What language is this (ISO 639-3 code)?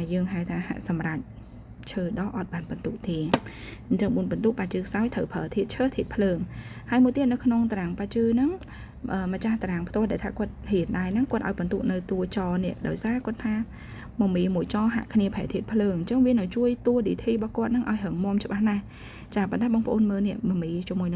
khm